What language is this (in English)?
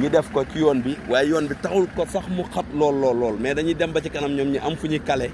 Wolof